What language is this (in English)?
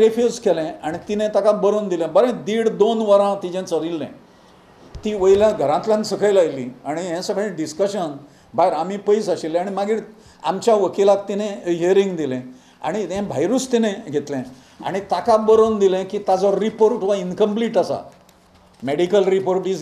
Konkani